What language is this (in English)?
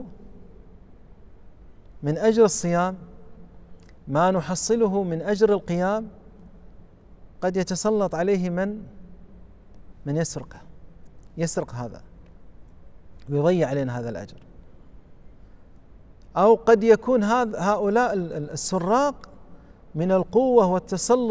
Arabic